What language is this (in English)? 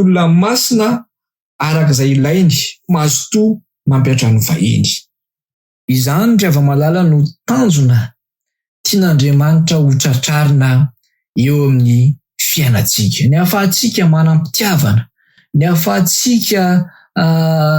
Malagasy